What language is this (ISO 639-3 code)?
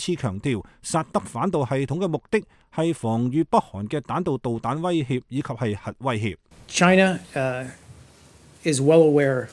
yue